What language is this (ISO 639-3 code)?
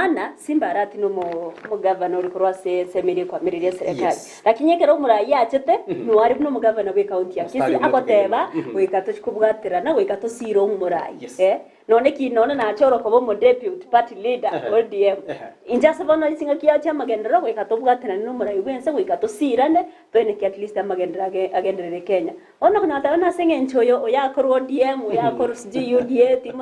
guz